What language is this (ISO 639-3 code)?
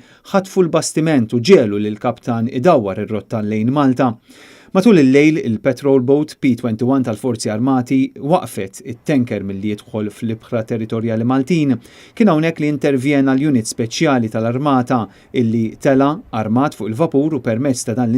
mlt